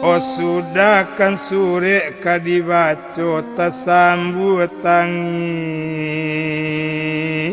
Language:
Minangkabau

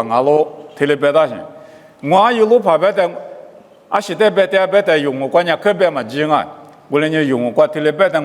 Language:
Lisu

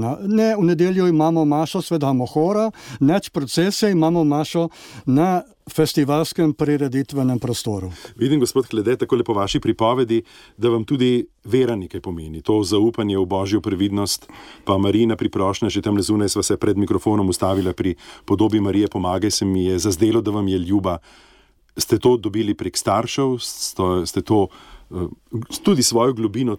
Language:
Slovenian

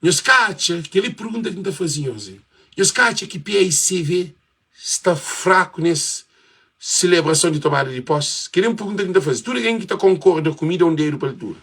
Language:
Kabuverdianu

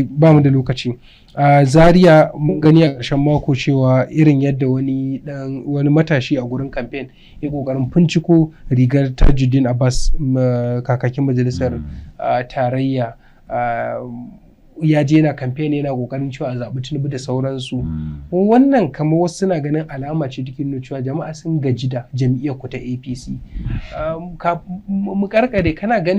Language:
Hausa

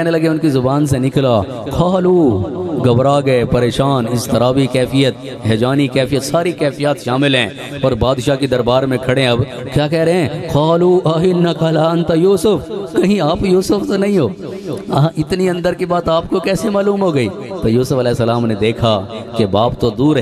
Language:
Urdu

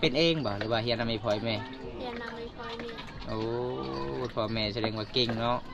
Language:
Lao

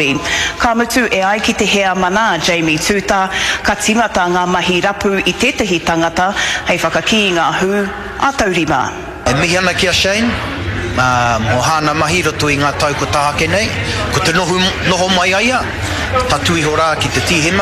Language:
Māori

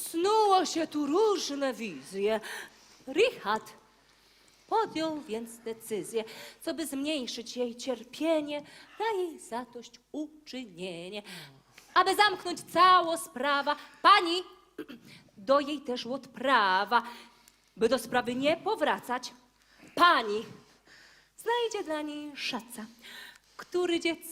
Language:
Silesian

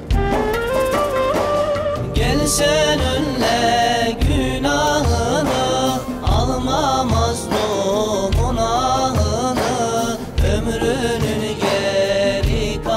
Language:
Turkish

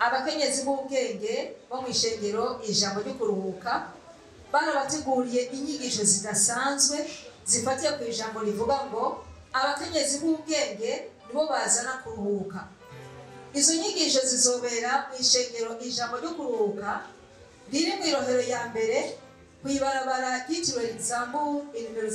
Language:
Rundi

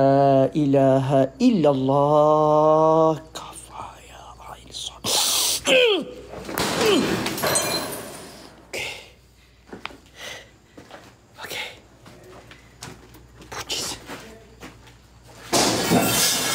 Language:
Malay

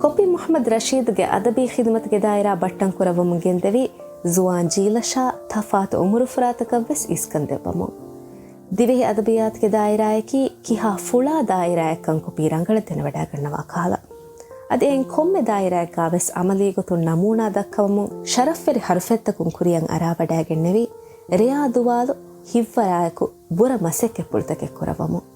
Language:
Divehi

